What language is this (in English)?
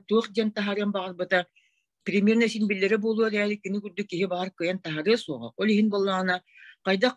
Yakut